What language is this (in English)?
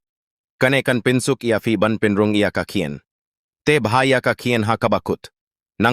Khasi